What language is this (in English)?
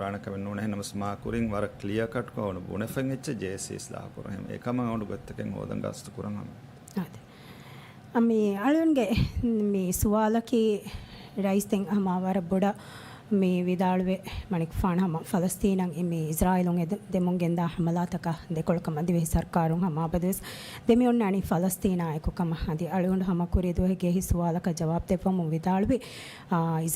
Divehi